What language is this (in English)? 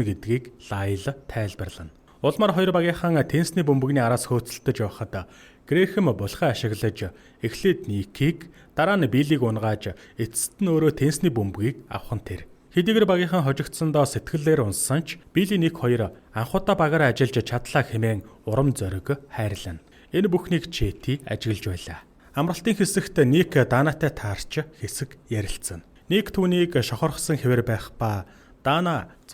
Mongolian